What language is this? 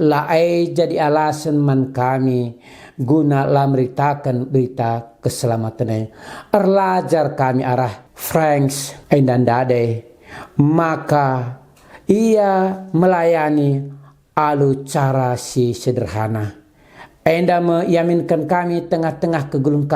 Batak Karo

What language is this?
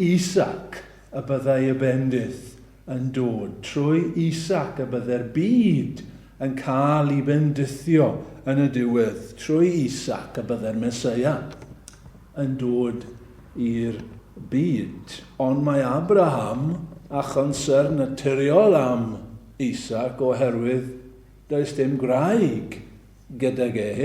Welsh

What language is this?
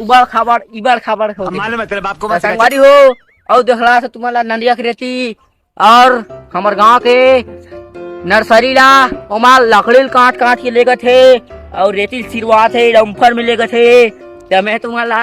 Chhattisgarhi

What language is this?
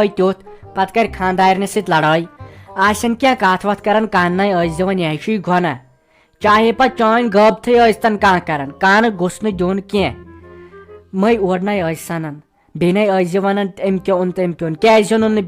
Kashmiri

